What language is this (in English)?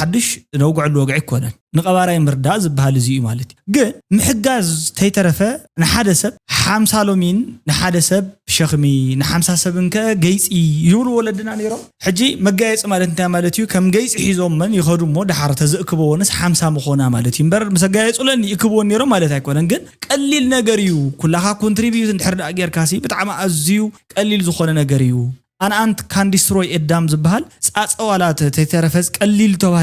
Tigrinya